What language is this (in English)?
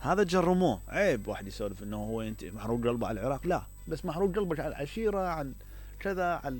Mesopotamian Arabic